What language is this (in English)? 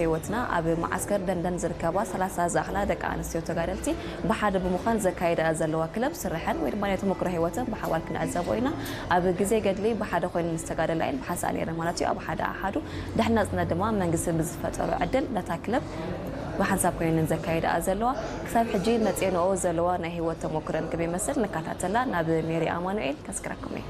Tigrinya